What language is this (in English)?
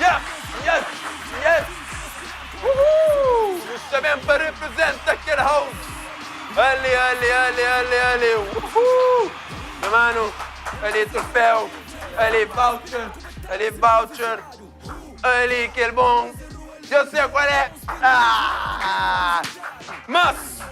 Kabuverdianu